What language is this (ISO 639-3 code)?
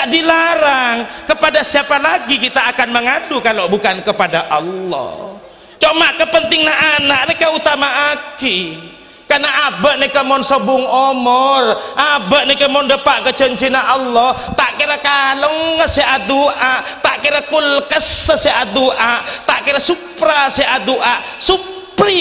mad